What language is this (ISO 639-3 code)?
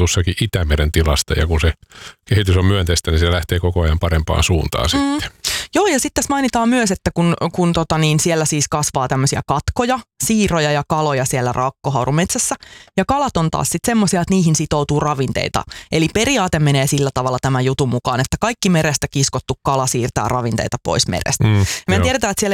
fin